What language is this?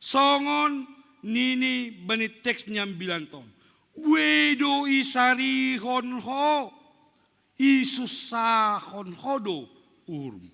Batak Simalungun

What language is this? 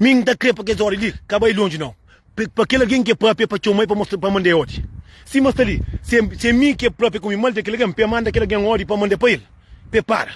Kabuverdianu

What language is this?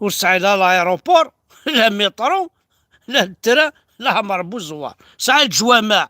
Kabyle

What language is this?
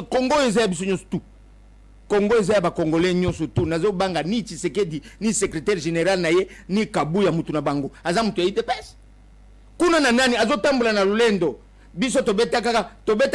Lingala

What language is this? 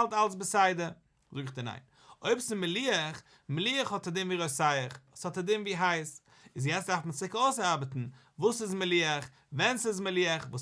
Yiddish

